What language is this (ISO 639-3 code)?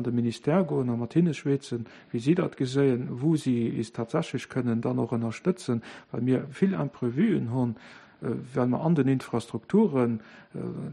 ltz